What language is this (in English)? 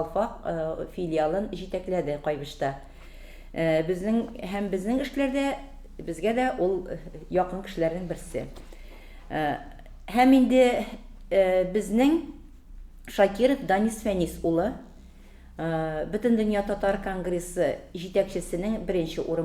Tatar